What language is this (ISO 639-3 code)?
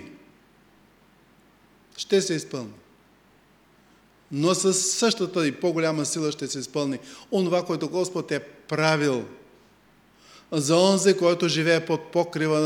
bul